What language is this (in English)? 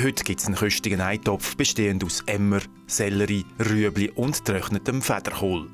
Swiss German